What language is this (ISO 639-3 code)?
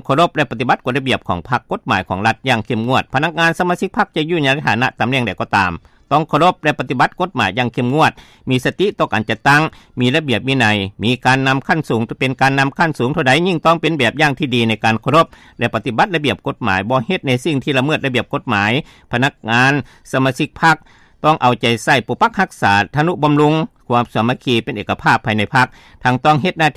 lao